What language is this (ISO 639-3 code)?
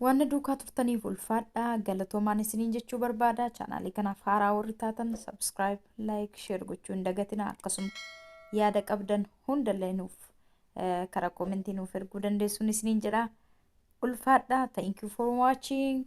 orm